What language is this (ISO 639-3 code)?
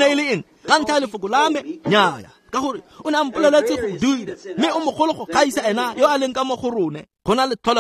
tsn